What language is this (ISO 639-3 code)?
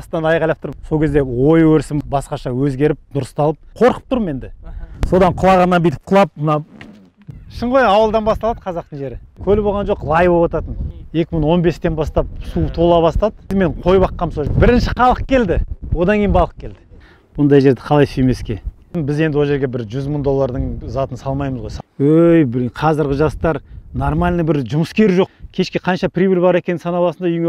kaz